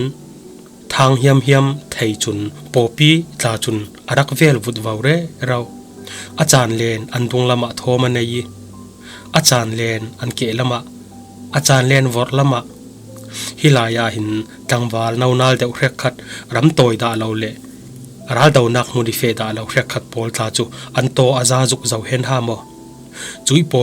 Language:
Falam Chin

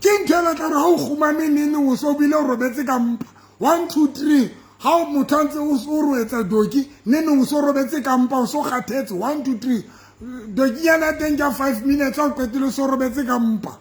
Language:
Southern Sotho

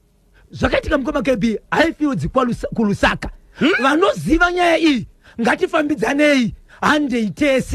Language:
Shona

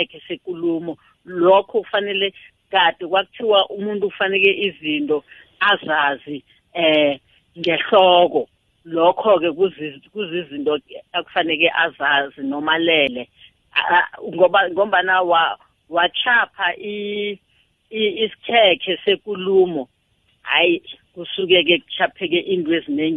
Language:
South Ndebele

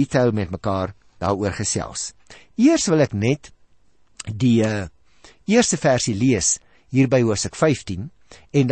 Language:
Afrikaans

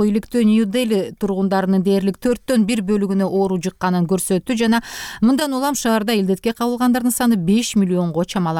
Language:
Kyrgyz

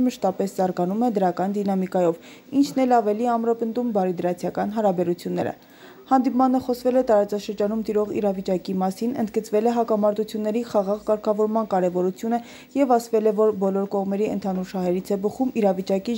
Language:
Armenian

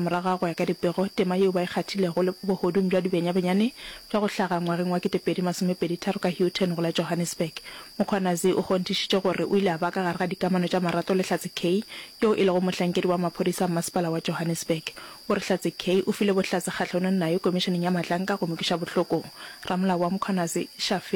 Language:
Northern Sotho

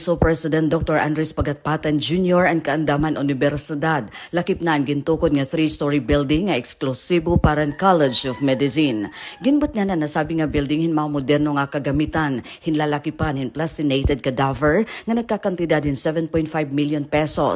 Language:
Waray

